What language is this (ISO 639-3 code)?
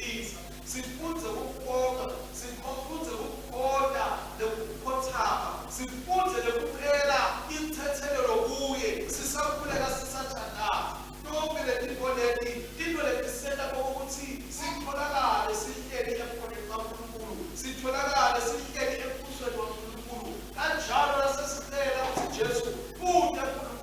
ssw